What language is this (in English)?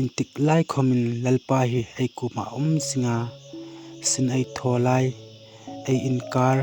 Hmar